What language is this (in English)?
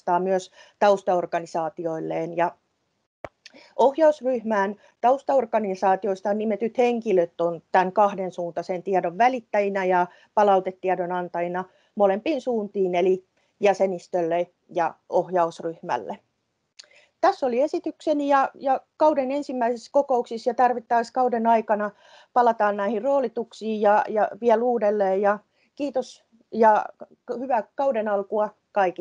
Finnish